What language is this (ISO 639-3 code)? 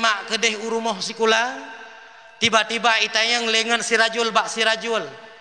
ace